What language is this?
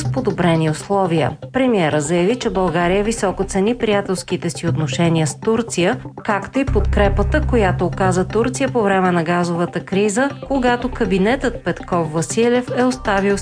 Bulgarian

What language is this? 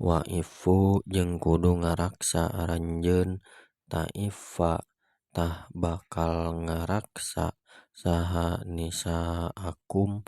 Sundanese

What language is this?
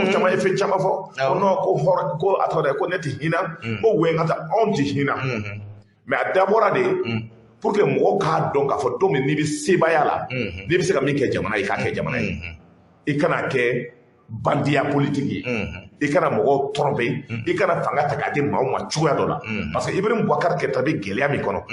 Bambara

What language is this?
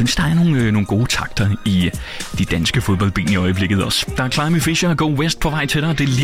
Danish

